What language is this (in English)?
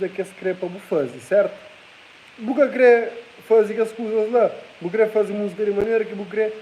Kabuverdianu